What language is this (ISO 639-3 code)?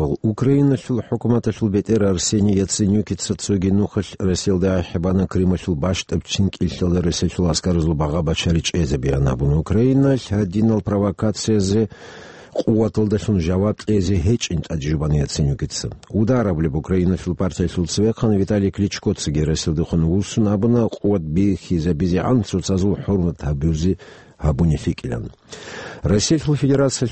ava